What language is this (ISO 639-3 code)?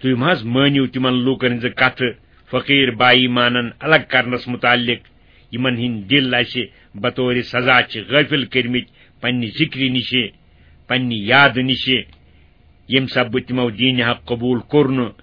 kas